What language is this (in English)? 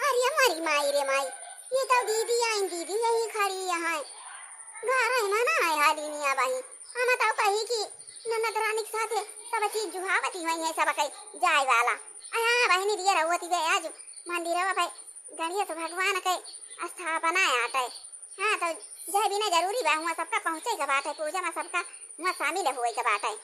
Awadhi